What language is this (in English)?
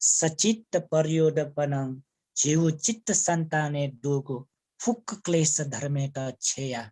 Newari